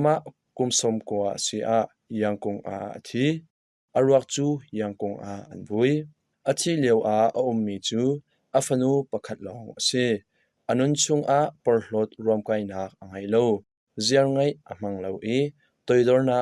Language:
Hakha Chin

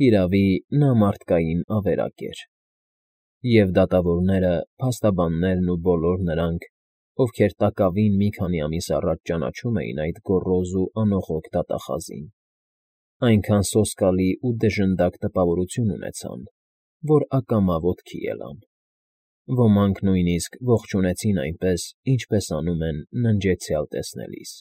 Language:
Armenian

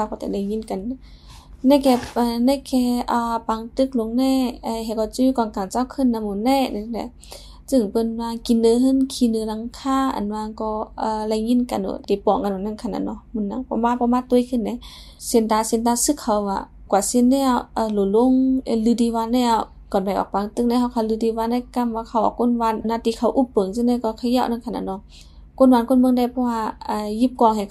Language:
Shan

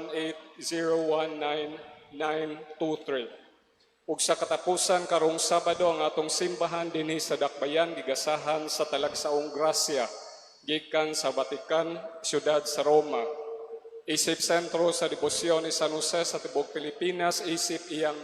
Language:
Cebuano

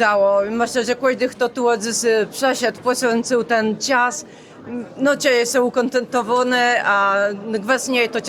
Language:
Kashubian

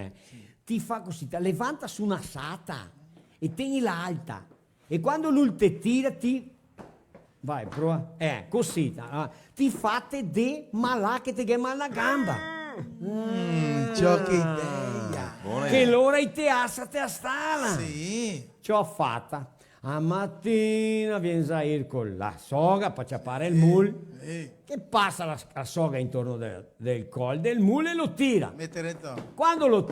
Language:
Venetian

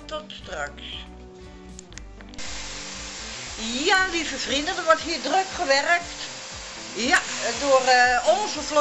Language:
Dutch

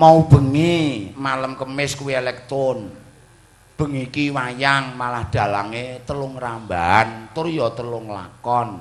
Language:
Javanese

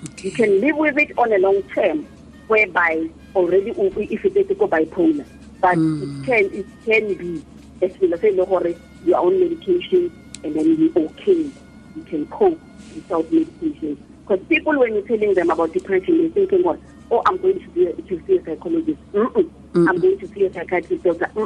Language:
Tswana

